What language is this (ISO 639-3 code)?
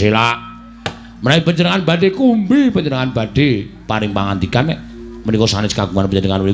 jav